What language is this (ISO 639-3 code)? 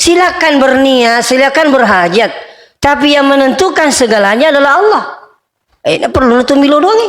bug